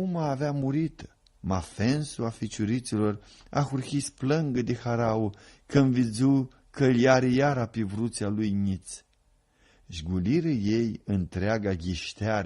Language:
Aromanian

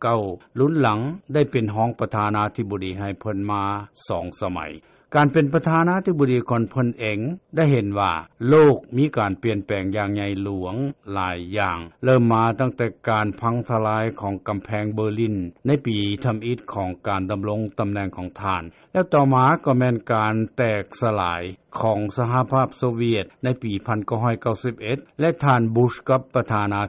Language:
Lao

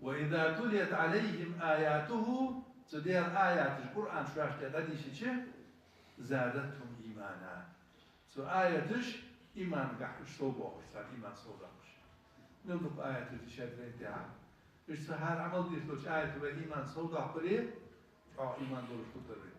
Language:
Ingush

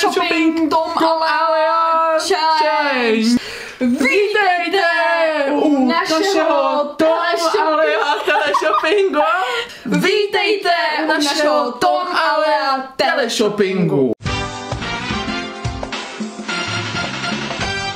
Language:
Czech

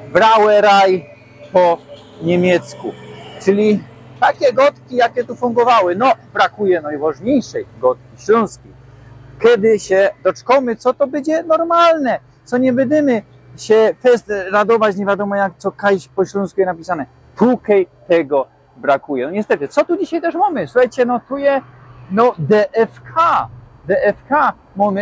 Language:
Silesian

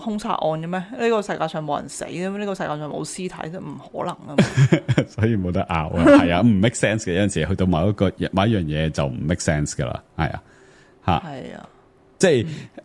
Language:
Cantonese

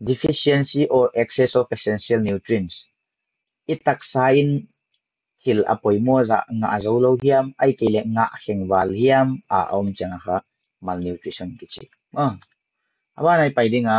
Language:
Paite Chin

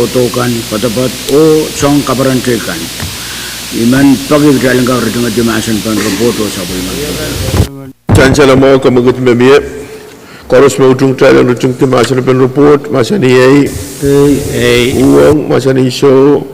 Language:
Pohnpeian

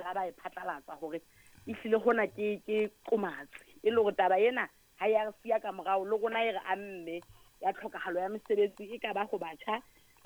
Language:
Southern Sotho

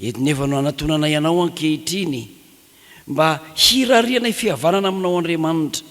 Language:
Malagasy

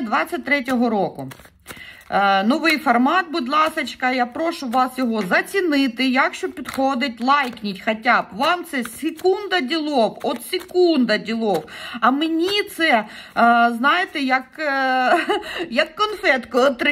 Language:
Ukrainian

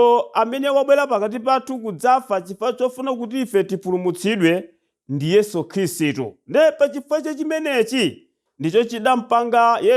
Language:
Nyanja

